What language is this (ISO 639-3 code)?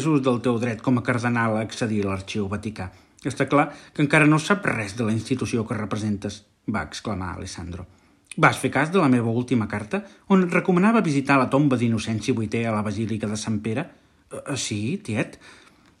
cat